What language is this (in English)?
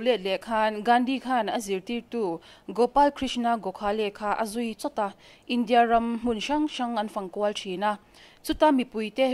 Mizo